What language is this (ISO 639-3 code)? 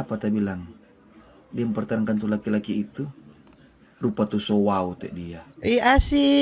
xmm